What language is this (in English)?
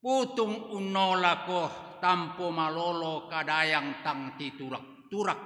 Toraja-Sa'dan